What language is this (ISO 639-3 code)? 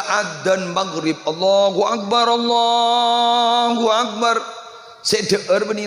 mad